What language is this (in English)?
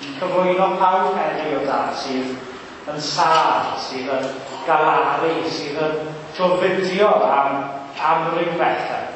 Welsh